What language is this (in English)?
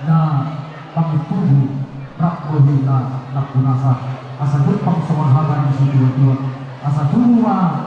Batak Toba